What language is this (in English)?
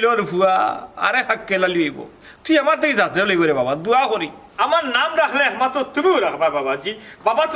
Sylheti